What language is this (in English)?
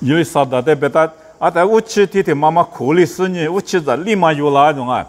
Lisu